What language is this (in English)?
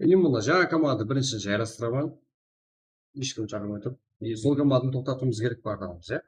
Kara-Kalpak